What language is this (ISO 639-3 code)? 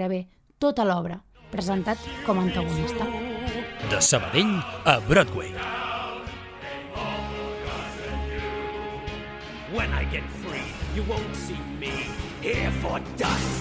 cat